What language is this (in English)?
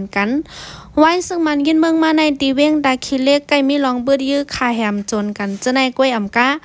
Shan